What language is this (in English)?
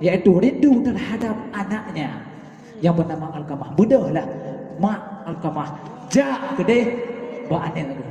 Achinese